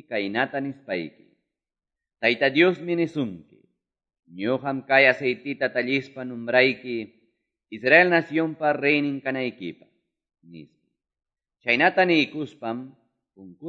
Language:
Quechua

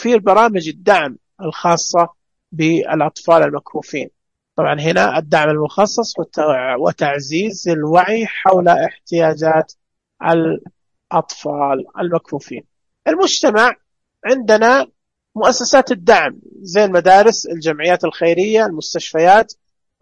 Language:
Najdi Arabic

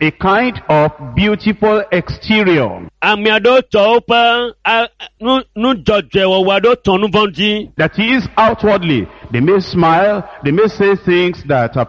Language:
Ewe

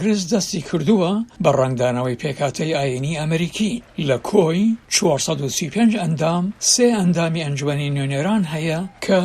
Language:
Central Kurdish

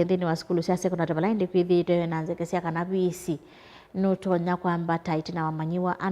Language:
Kamba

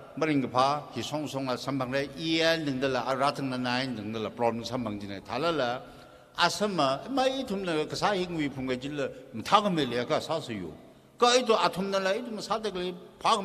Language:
Tangkhul Naga (India)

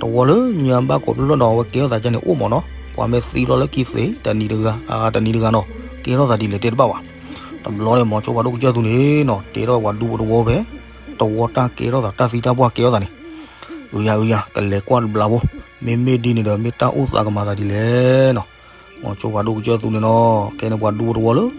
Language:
S'gaw Karen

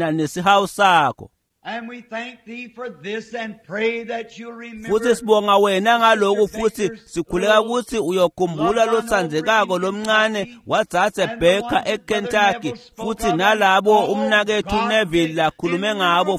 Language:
Swati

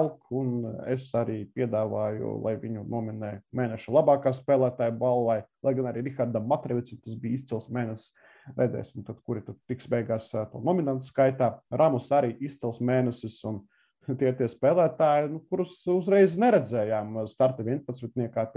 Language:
Latvian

